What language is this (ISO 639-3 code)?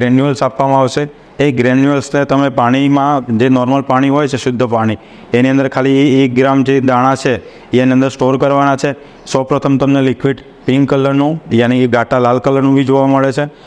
guj